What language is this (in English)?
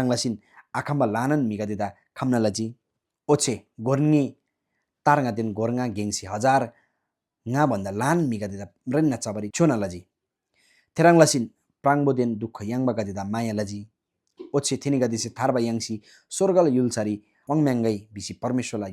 Eastern Tamang